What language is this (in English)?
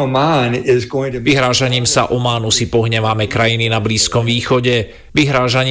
Slovak